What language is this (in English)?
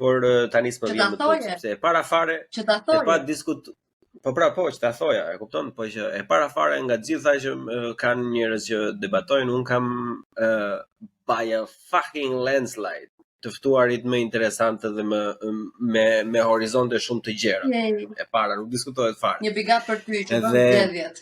Albanian